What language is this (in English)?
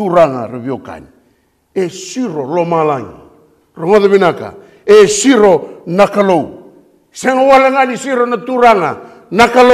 Fijian